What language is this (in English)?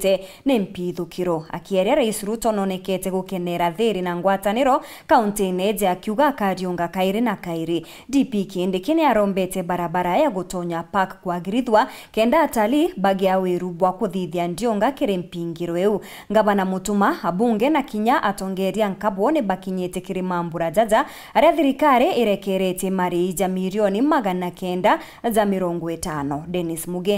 Meru